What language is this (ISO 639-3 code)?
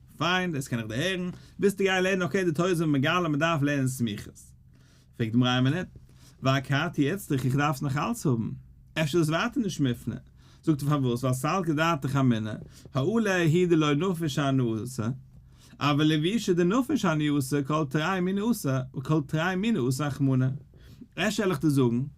yid